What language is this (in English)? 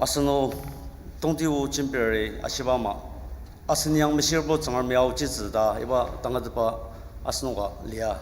Ao Naga